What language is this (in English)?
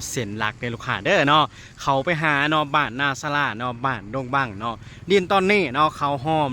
Lao